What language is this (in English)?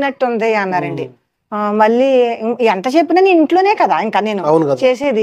Telugu